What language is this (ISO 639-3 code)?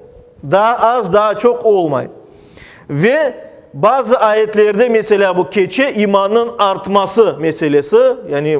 crh